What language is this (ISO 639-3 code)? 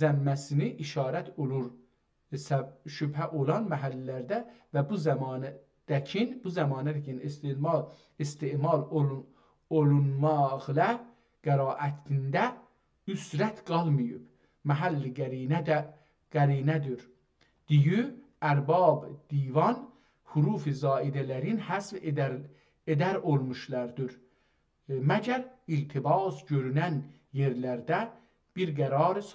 azb